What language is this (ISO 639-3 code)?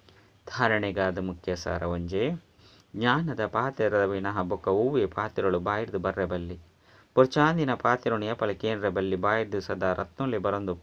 tcy